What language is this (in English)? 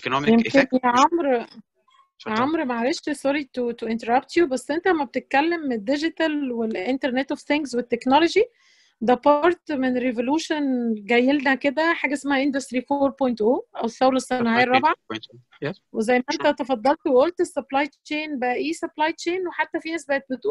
Egyptian Arabic